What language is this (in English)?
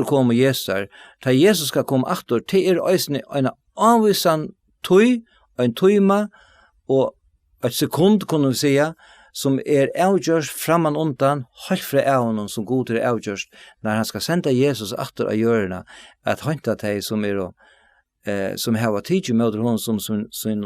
Faroese